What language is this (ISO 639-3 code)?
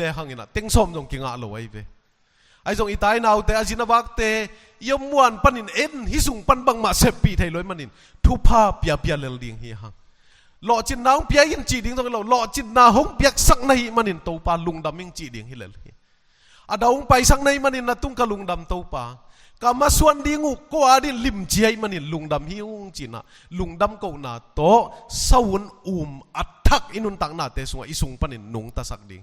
ctd